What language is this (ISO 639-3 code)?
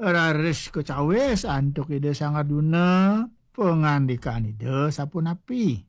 ban